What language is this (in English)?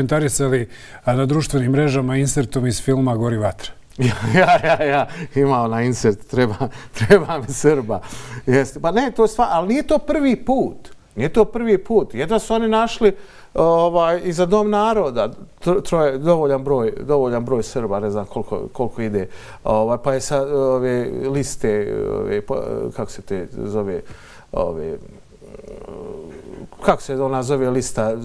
Bosnian